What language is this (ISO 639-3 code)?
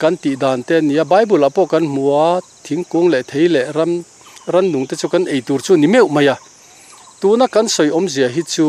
lus